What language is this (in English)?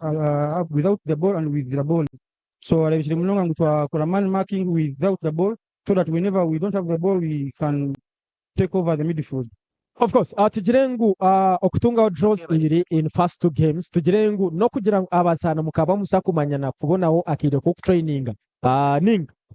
Nyankole